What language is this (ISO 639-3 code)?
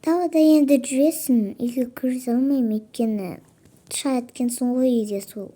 kaz